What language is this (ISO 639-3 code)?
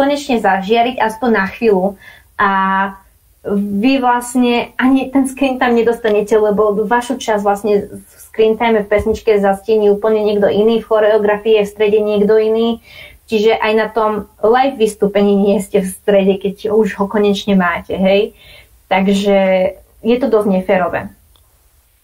slk